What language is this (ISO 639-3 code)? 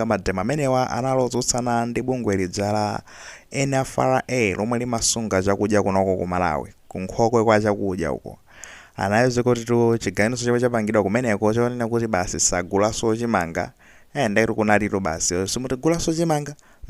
nya